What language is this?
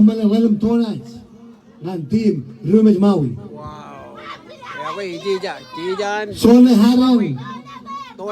Marshallese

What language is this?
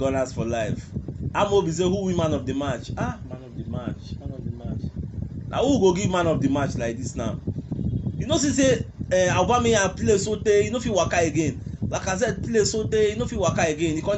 Nigerian Pidgin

